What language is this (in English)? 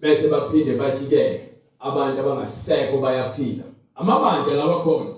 Zulu